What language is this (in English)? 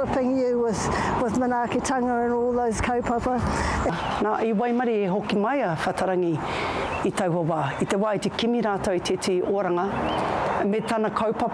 Māori